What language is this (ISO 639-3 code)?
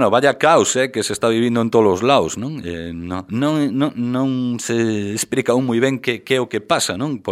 glg